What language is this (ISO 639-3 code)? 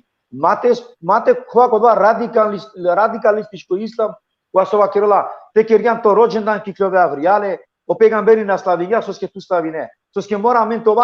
rmn